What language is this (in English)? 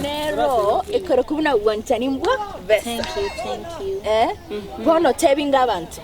Gusii